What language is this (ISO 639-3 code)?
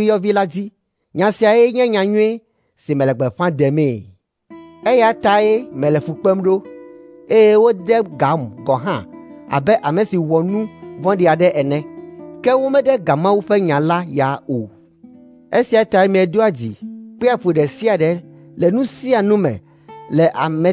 ewe